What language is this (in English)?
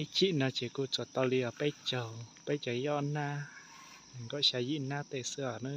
Hmong